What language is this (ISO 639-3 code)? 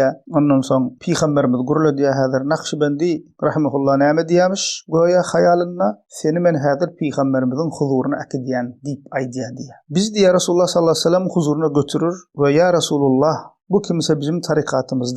tuk